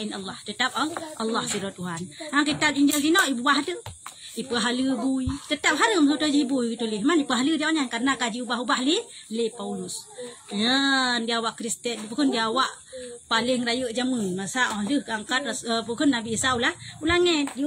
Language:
Achinese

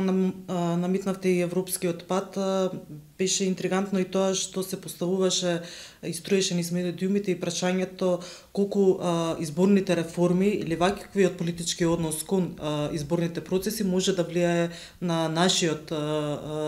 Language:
Macedonian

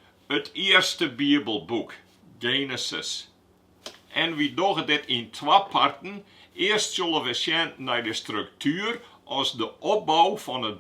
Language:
Western Frisian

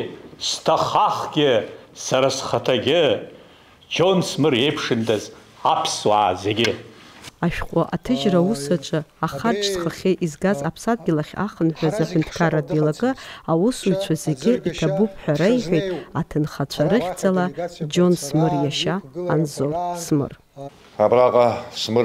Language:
Abkhazian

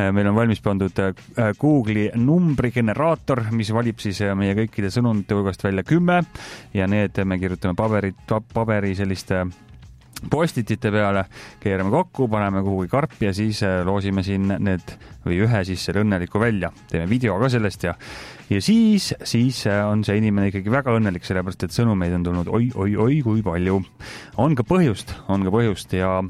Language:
Estonian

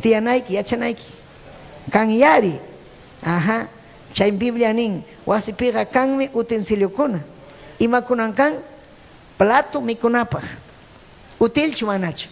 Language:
Ayacucho Quechua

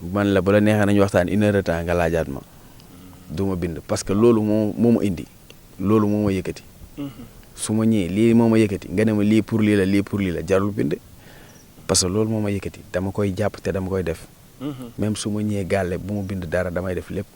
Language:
Wolof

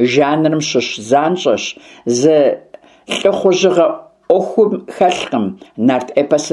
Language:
Kabardian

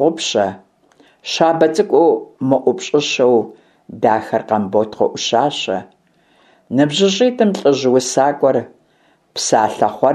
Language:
Kabardian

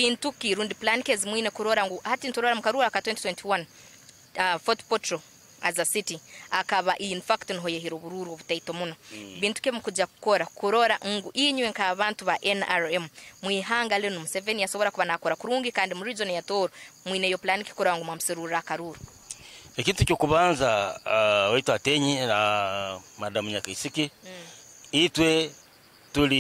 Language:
Tooro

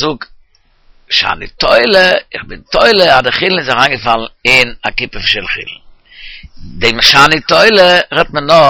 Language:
Yiddish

